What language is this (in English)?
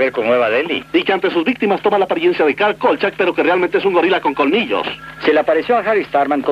Spanish